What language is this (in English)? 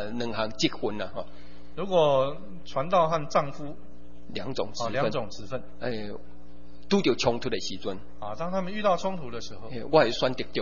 Min Nan Chinese